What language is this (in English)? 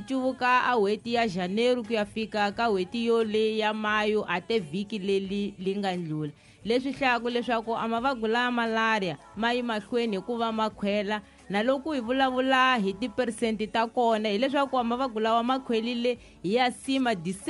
Tsonga